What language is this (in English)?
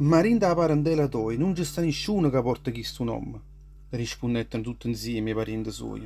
Neapolitan